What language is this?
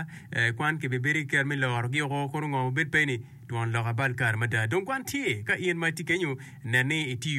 Acoli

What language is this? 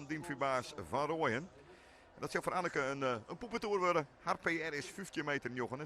Western Frisian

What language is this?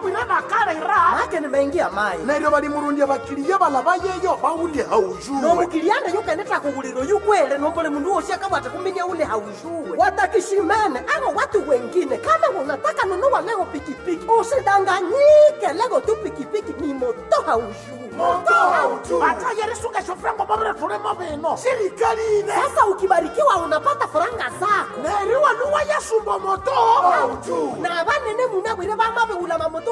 Swahili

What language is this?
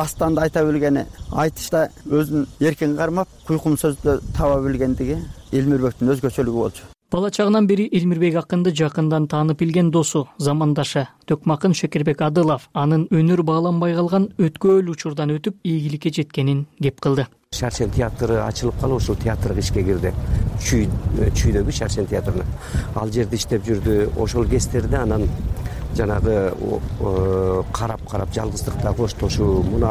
Kyrgyz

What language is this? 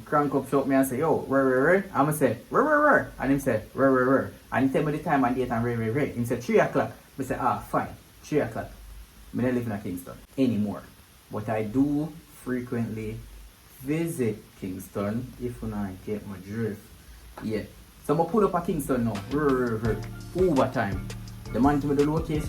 Jamaican Creole English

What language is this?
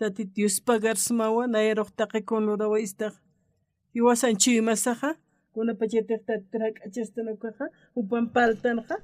Aymara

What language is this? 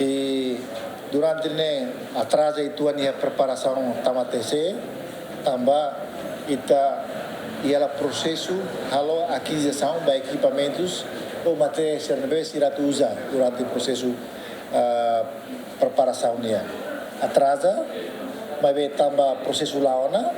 Tetum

